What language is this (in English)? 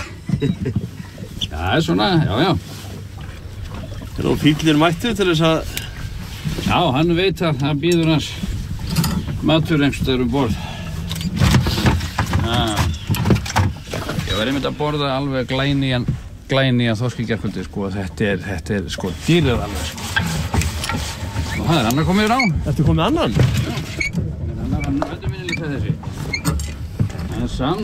Icelandic